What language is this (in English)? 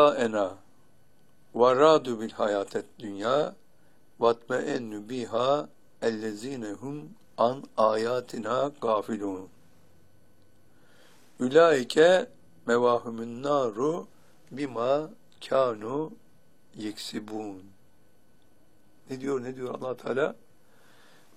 Turkish